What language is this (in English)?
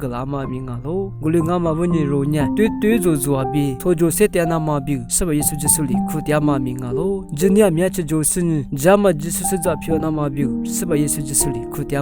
Lisu